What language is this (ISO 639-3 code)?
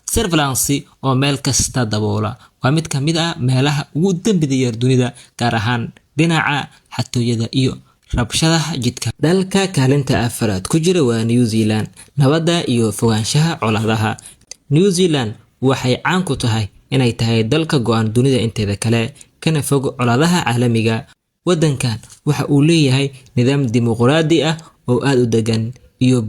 som